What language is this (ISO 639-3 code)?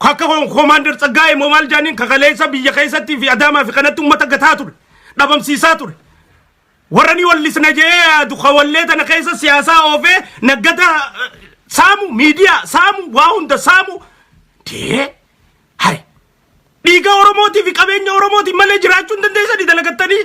orm